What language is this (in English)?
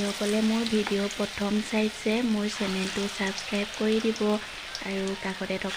Assamese